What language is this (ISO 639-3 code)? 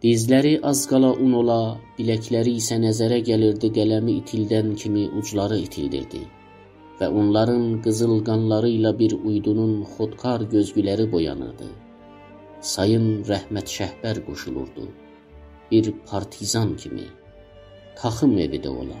azb